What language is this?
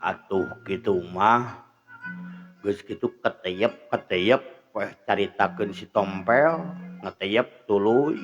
Sundanese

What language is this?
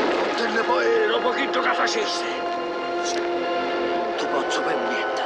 Sicilian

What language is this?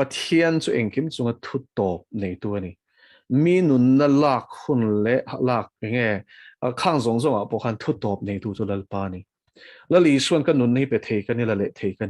Mizo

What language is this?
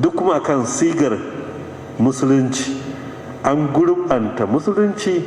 Hausa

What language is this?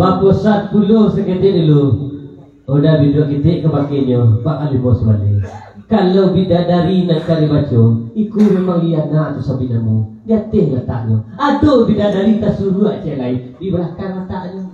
Minangkabau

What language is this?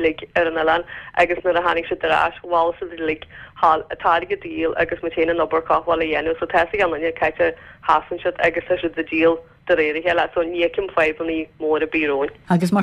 Irish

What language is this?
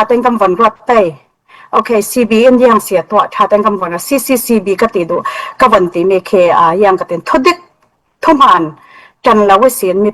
Falam Chin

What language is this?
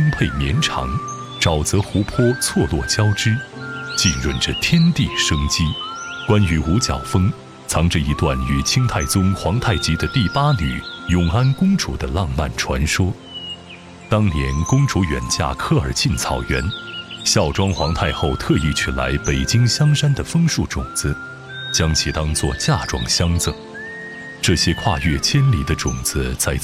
Chinese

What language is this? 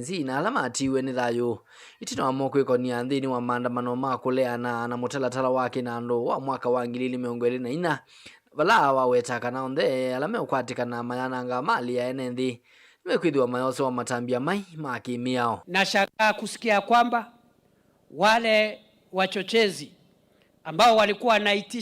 Kamba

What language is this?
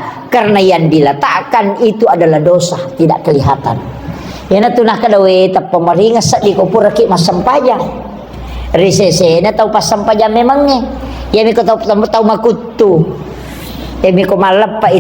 Buginese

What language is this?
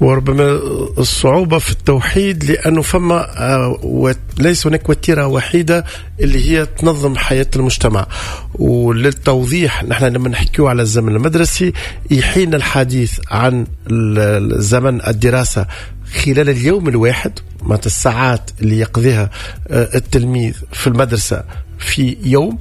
Tunisian Arabic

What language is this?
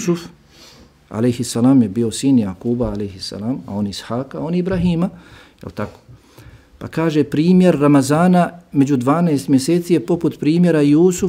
Bosnian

